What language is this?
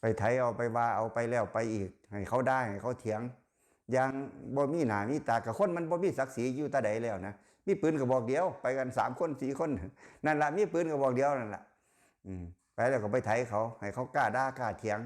Lao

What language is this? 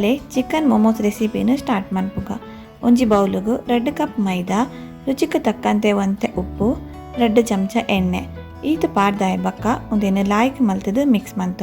Tulu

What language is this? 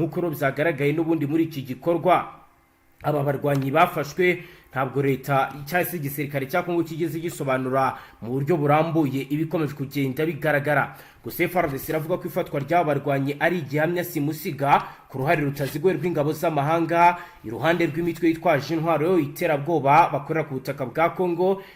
Kinyarwanda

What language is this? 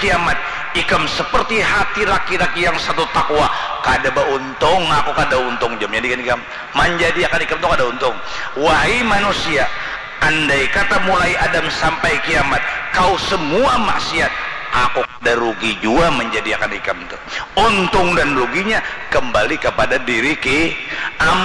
Banjar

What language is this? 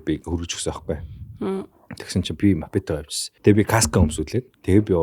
Mongolian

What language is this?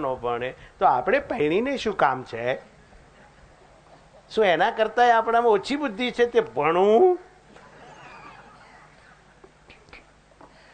Gujarati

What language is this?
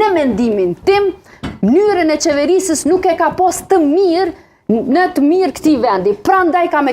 Albanian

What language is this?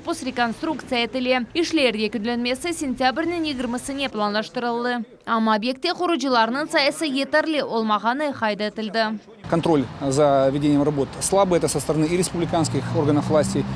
Crimean Tatar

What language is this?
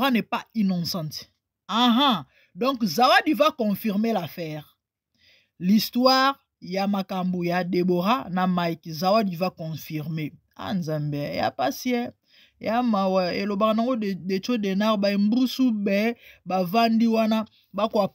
Lingala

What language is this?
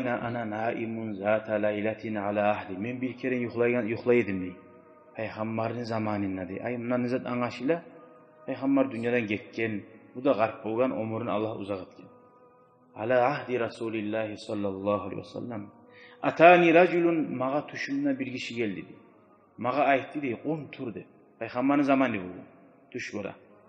Kumyk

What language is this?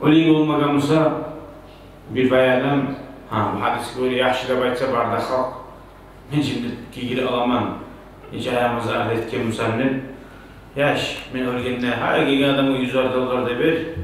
Kumyk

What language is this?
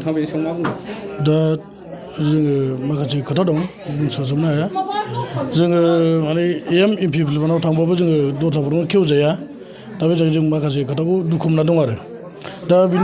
Bodo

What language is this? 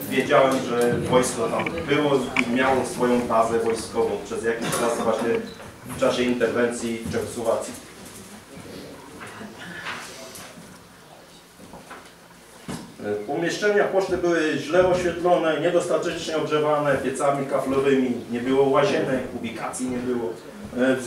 Polish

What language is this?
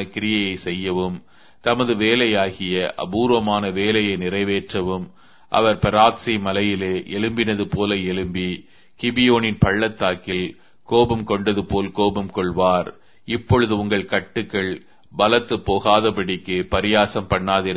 Tamil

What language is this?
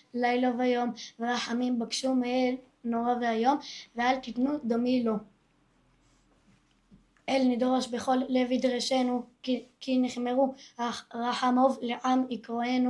Hebrew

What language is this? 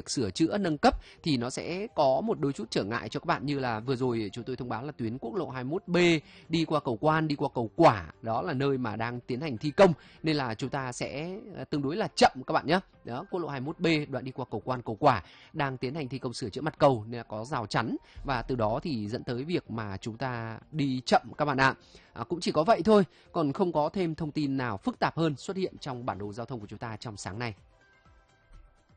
Vietnamese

